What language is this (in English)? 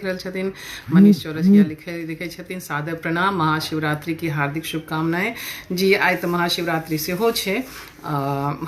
Maithili